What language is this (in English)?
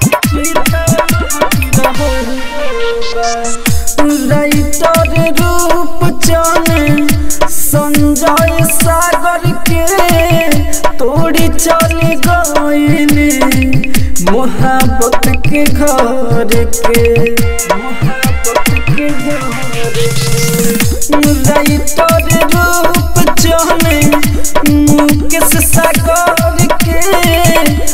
Bhojpuri